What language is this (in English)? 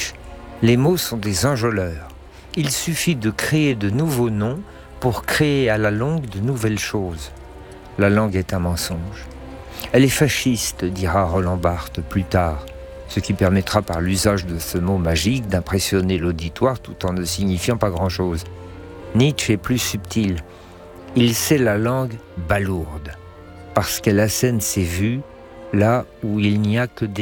French